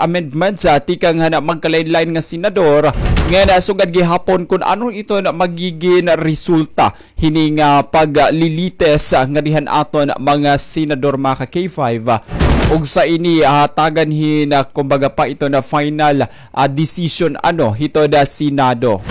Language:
Waray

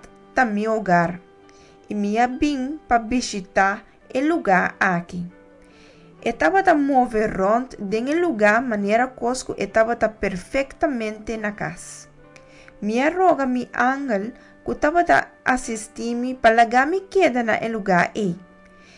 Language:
Papiamento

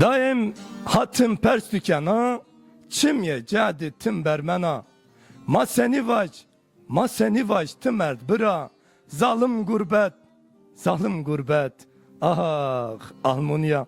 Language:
Zaza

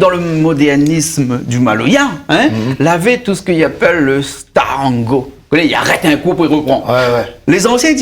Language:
Réunion Creole French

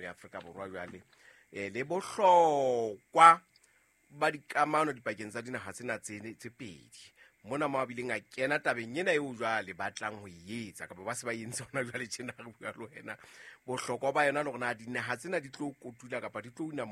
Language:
Southern Sotho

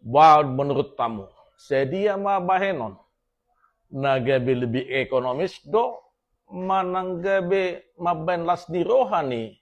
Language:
Batak Toba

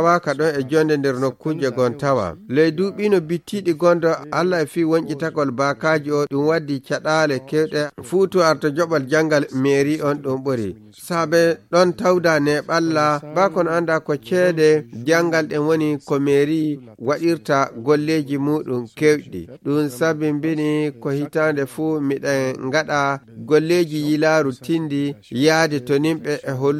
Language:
Fula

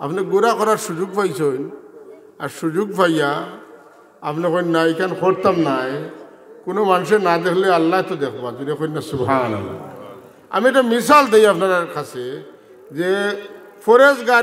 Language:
Sylheti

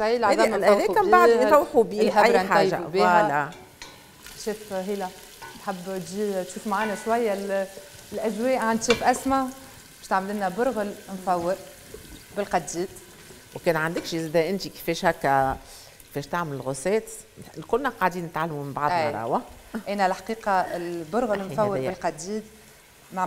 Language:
Tunisian Arabic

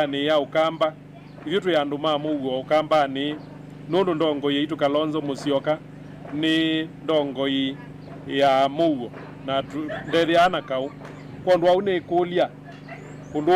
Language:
Kamba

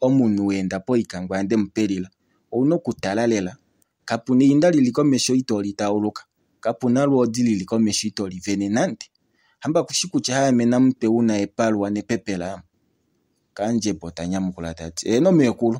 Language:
Kuanyama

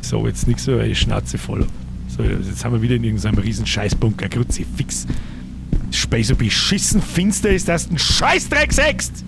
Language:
Bavarian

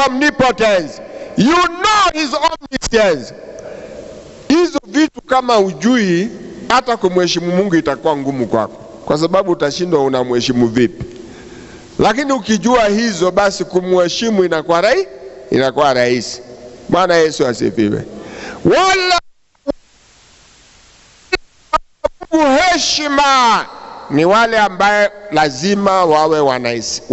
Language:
Swahili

